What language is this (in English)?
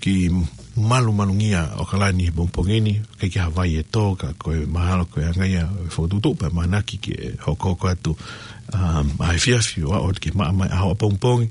Tongan